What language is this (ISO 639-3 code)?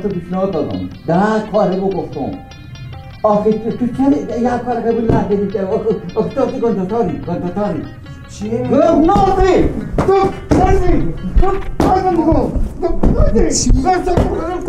fas